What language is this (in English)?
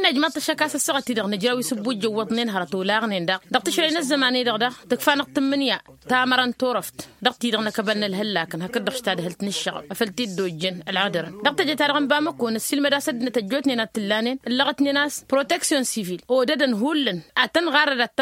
Tamasheq